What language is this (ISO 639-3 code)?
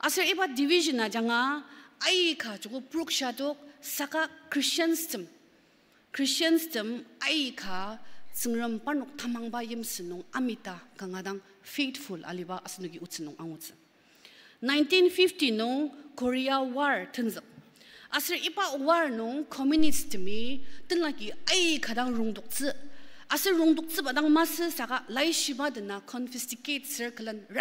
njo